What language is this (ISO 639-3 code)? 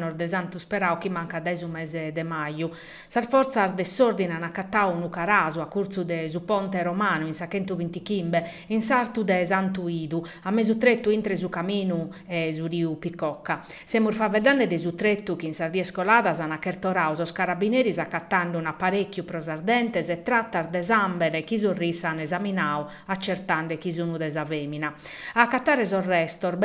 srd